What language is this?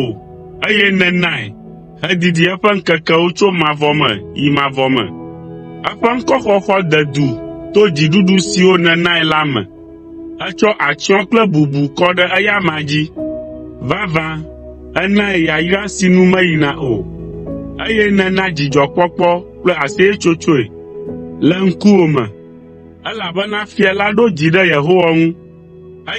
Ewe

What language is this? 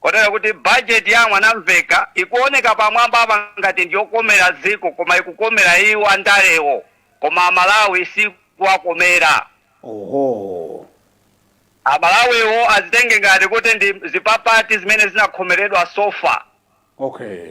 Nyanja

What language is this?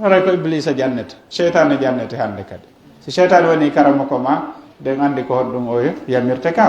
Pular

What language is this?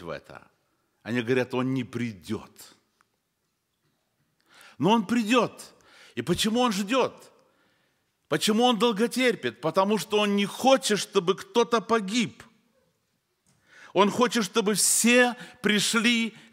Russian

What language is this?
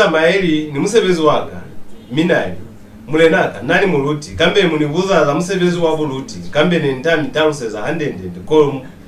Lozi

